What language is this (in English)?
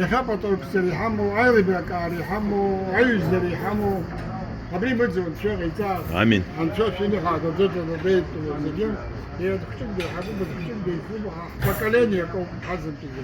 Abkhazian